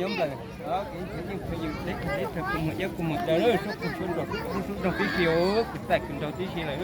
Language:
Hmong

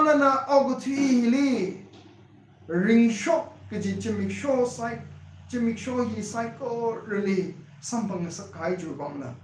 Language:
Tangkhul Naga (India)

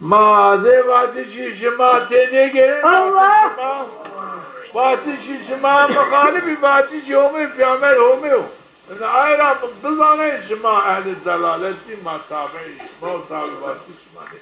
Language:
Zaza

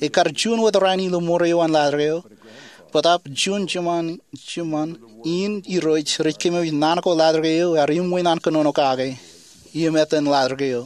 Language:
Marshallese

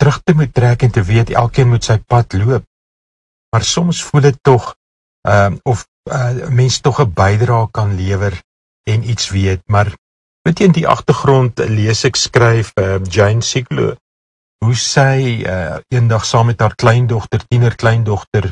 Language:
Afrikaans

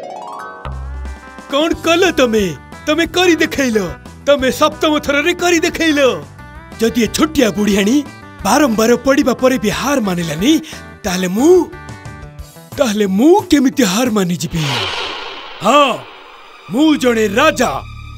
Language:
Odia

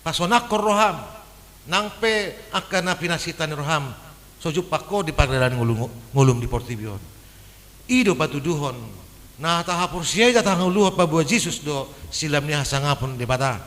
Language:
Batak Toba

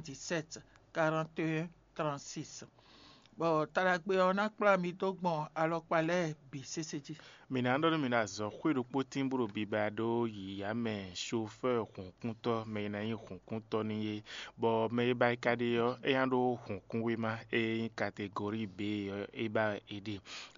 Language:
Fon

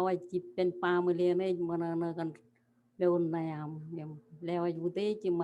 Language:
Marshallese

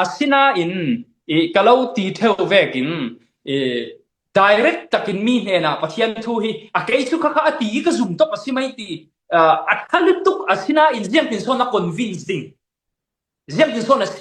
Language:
Falam Chin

